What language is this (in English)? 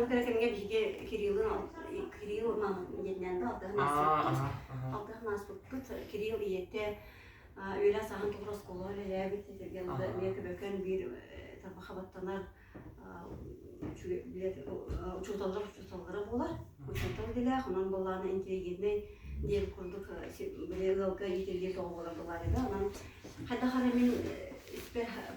Yakut